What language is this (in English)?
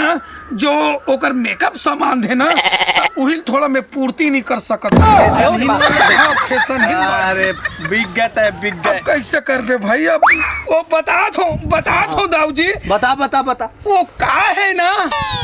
Chhattisgarhi